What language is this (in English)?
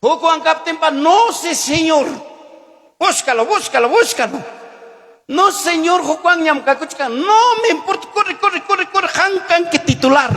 Ayacucho Quechua